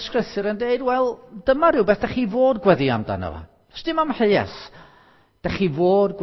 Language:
Welsh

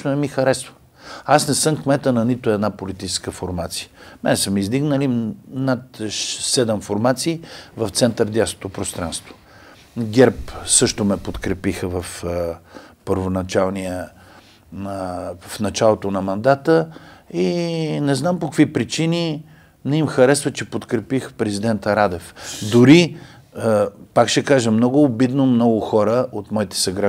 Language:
Bulgarian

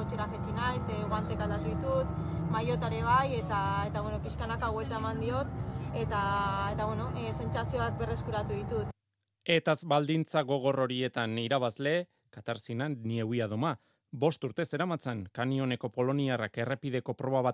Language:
Basque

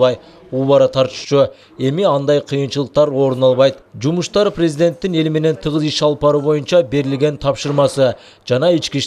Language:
Kyrgyz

